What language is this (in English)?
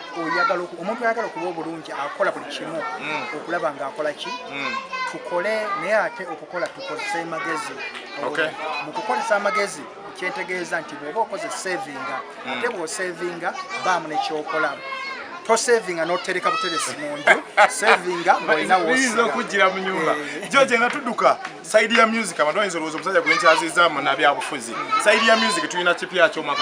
Ganda